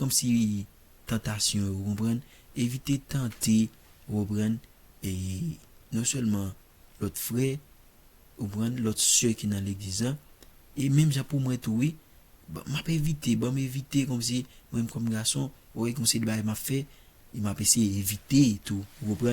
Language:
Haitian Creole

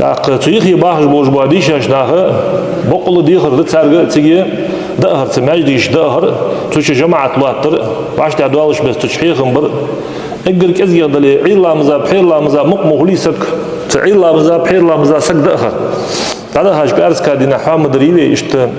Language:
Ingush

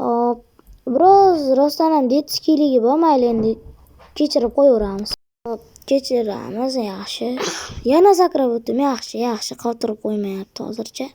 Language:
Uzbek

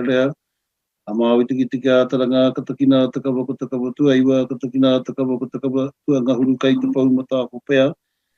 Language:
Māori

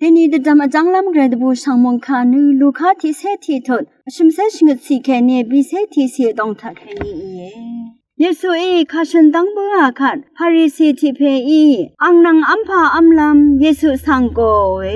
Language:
Rawang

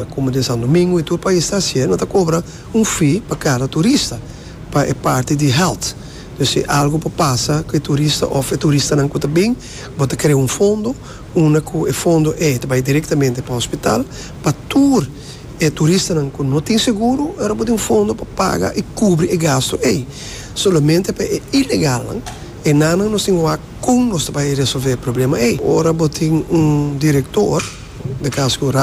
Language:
Papiamento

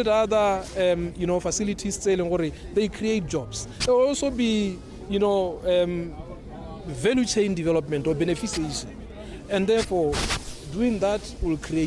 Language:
Tswana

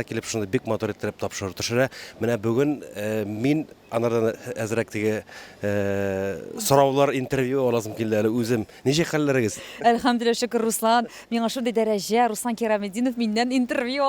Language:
Tatar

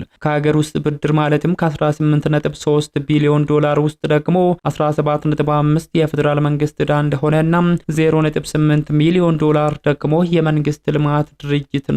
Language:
Amharic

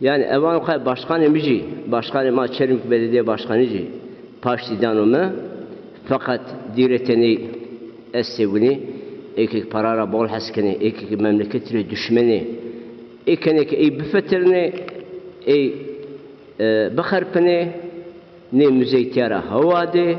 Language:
Zaza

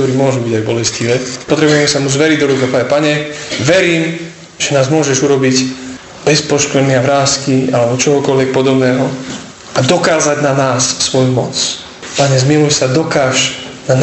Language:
Slovak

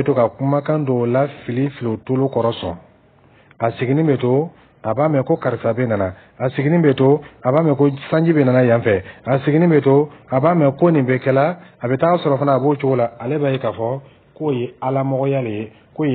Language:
Dyula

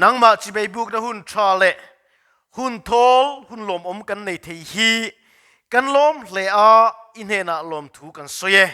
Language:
Mizo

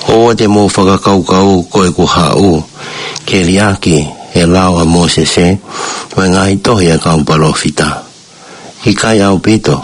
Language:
Tongan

